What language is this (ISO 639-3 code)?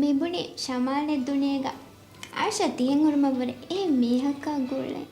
div